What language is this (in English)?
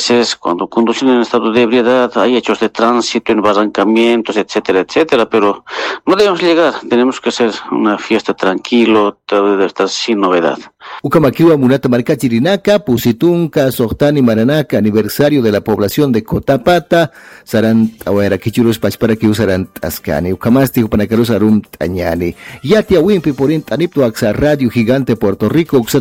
Aymara